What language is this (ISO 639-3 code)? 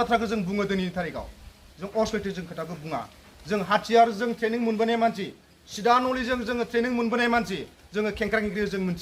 brx